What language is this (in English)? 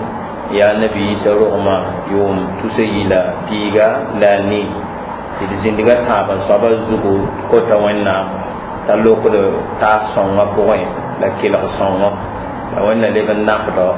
Mossi